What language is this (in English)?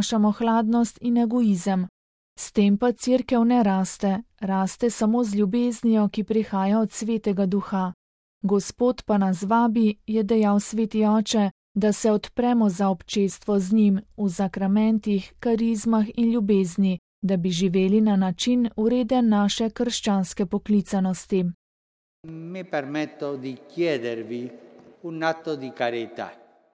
Slovenian